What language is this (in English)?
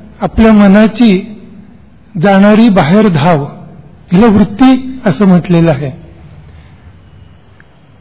Marathi